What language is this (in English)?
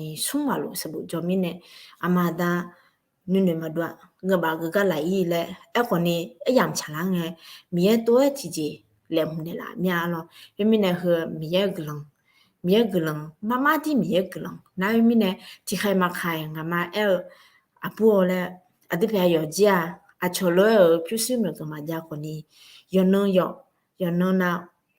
Akha